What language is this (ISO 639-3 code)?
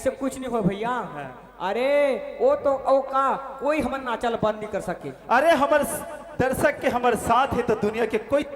hne